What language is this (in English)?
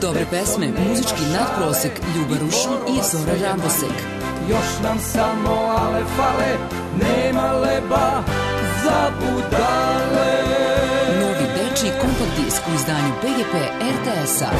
Serbian